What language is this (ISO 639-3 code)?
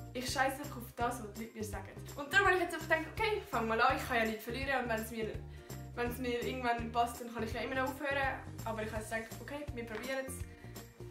gsw